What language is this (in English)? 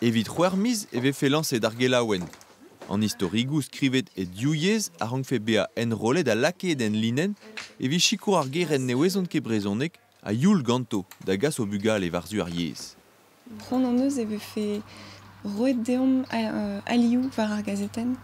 Breton